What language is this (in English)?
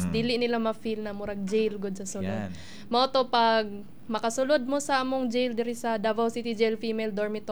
Cebuano